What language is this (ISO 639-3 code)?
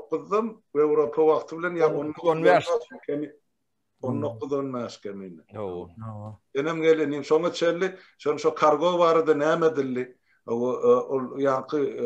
tuk